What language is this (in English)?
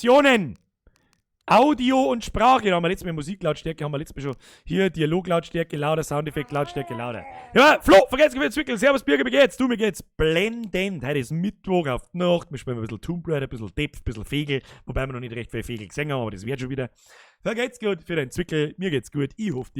Bavarian